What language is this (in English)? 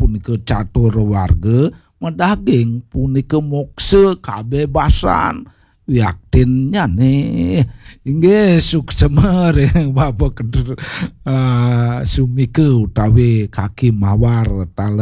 Balinese